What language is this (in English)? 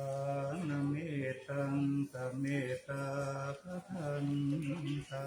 Pali